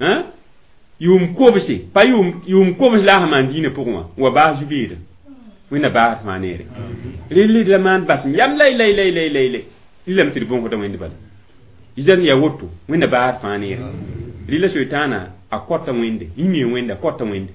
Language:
Mossi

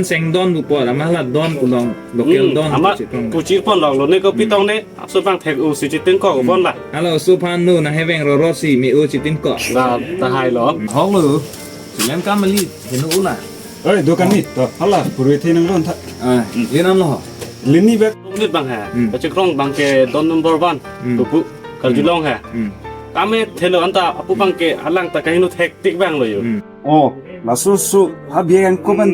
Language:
Karbi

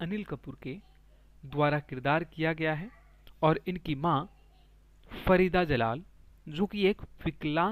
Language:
Hindi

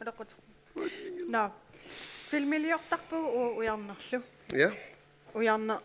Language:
Kalaallisut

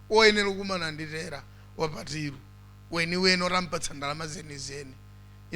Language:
Nyanja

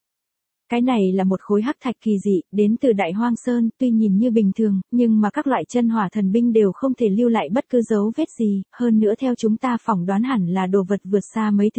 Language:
Vietnamese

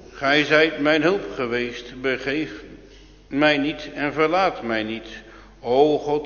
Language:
Dutch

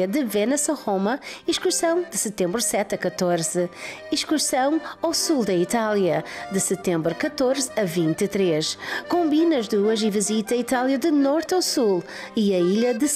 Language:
Portuguese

